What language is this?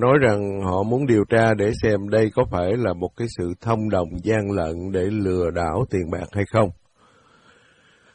Vietnamese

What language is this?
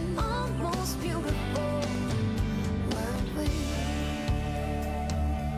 English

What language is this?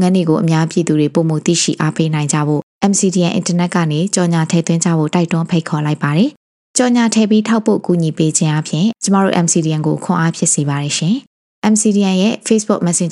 Burmese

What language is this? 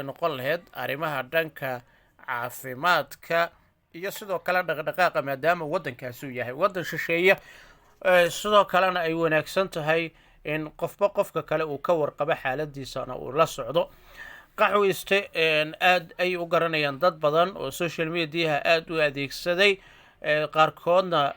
Somali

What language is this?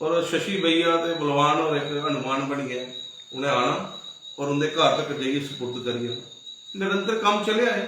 Dogri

